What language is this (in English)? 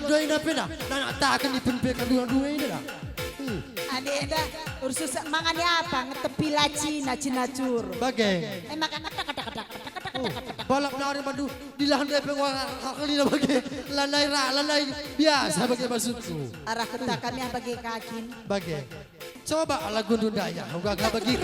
Batak Karo